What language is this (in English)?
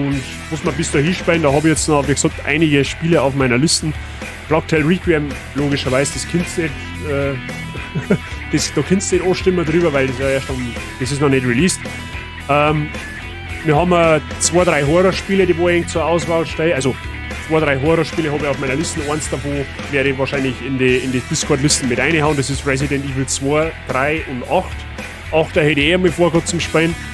Bavarian